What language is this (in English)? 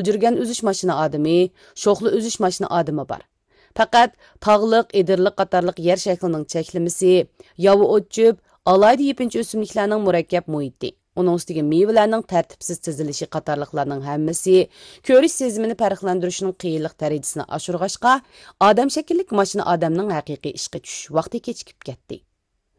Uyghur